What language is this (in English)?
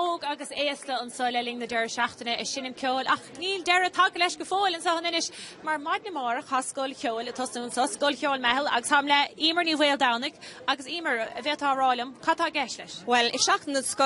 Irish